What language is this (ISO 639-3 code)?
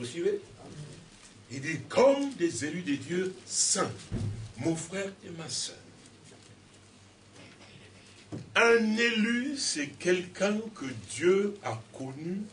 fra